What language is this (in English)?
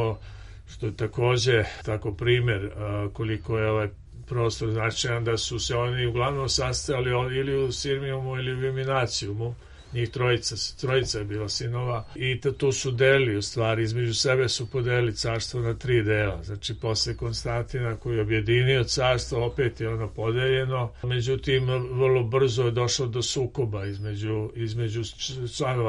Serbian